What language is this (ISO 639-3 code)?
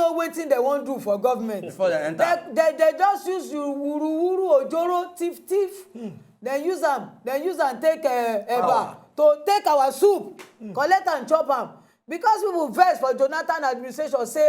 pcm